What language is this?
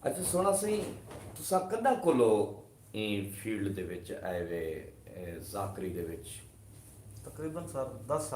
Saraiki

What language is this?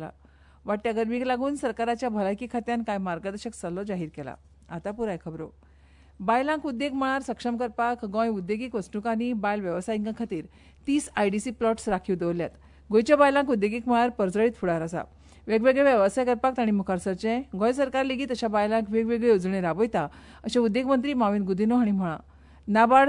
Konkani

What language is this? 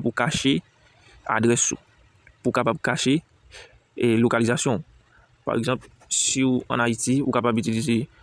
Haitian Creole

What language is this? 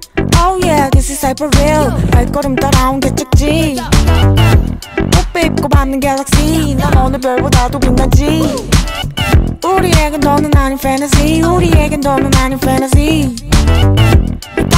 Korean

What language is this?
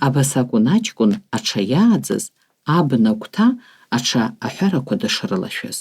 Abkhazian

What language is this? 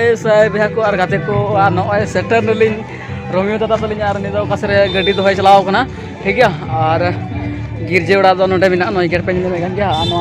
Santali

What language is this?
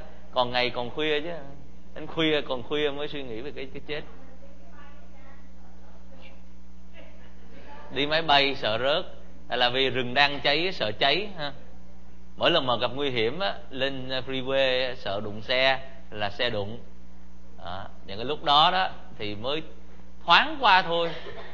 Vietnamese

